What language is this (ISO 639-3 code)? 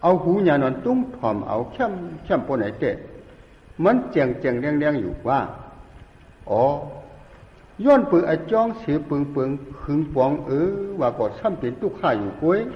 shn